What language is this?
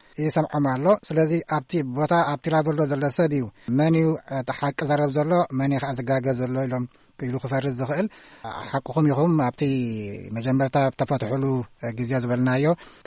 Tigrinya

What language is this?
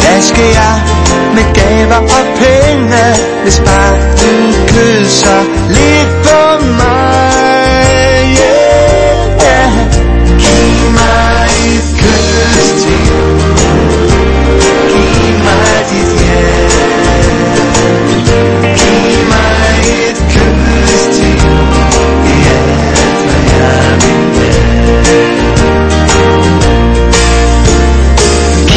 Danish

